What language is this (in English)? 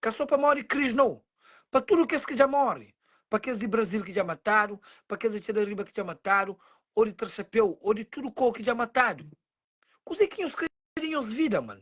Kabuverdianu